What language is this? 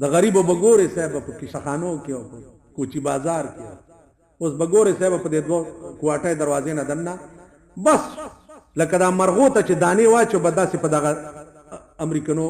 Pashto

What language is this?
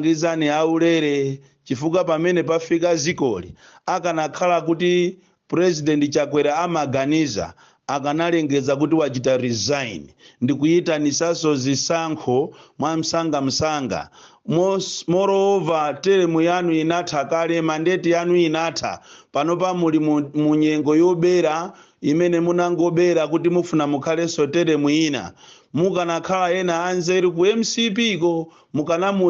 Nyanja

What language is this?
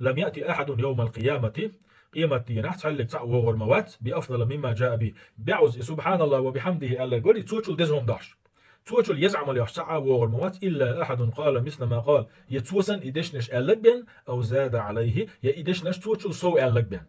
Chechen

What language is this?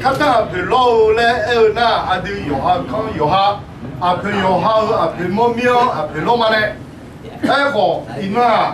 Akha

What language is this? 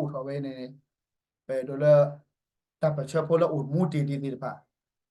S'gaw Karen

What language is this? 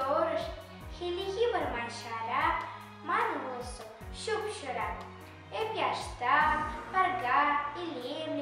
Chuvash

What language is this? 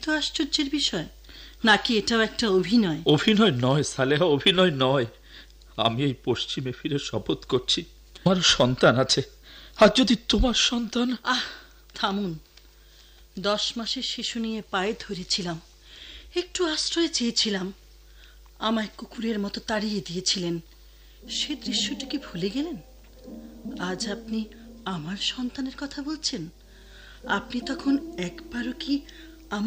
Bangla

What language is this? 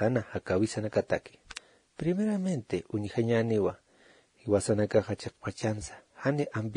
Aymara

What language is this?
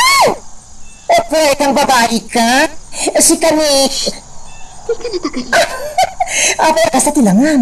Iloko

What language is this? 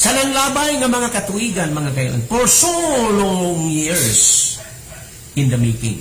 Cebuano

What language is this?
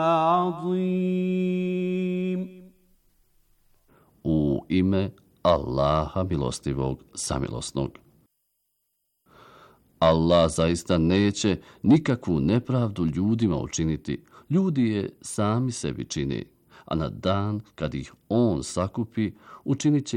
Bosnian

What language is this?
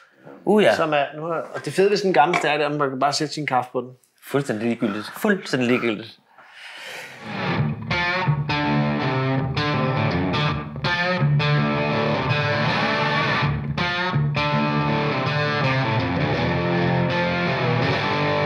Danish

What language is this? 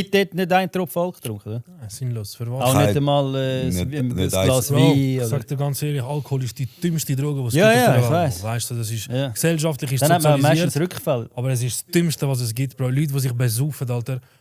Swiss German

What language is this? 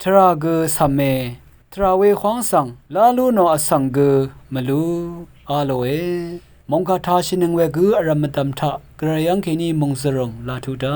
Rawang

